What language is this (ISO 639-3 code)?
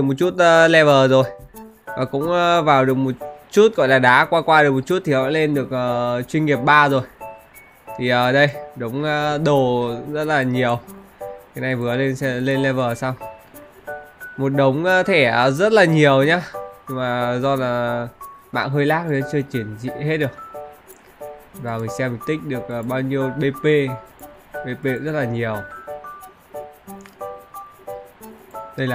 vie